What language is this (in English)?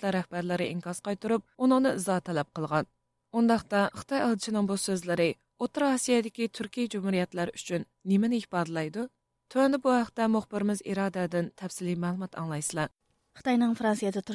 Uyghur